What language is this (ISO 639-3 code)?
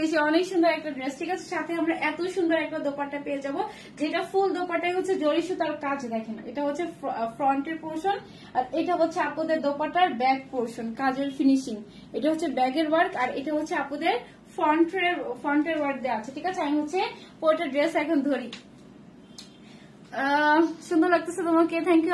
ben